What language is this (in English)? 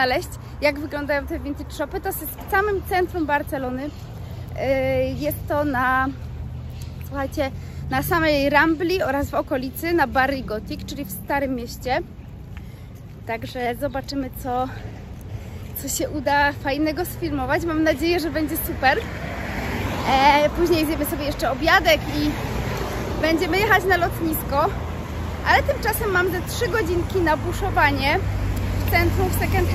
Polish